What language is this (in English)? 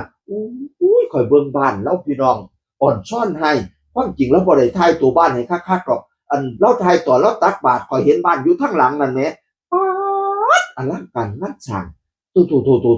Northeastern Thai